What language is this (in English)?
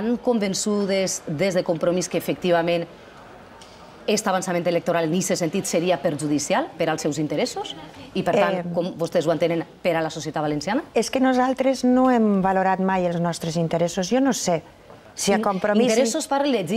Catalan